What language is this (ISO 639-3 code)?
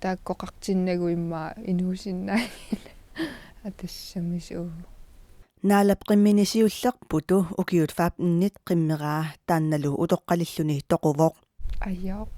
kal